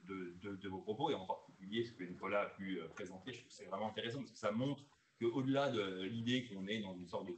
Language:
French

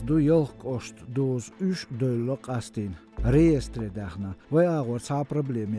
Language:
Chechen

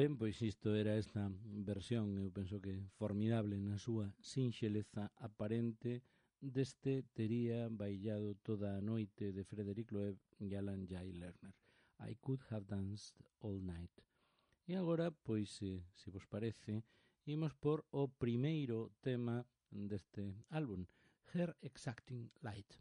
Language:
Galician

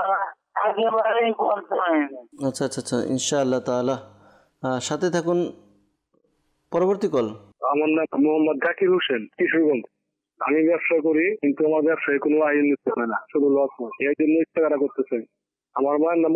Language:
Bangla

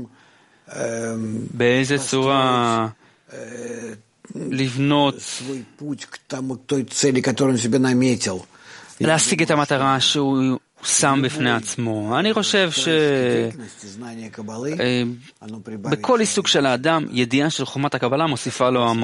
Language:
Hebrew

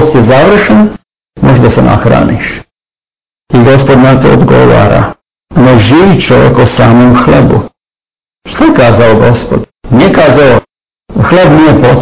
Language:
Serbian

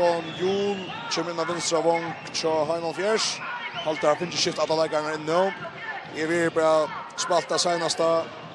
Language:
Faroese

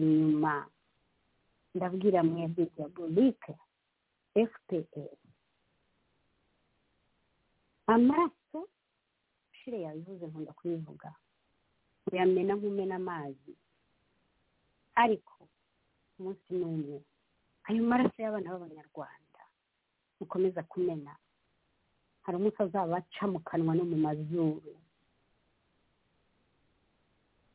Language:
Kinyarwanda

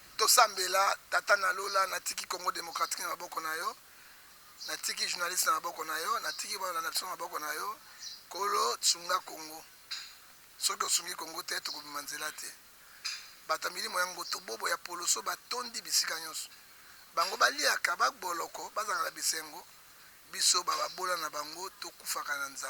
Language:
Lingala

